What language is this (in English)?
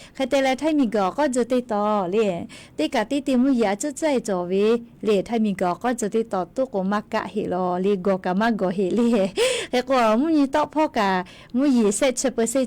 Lahu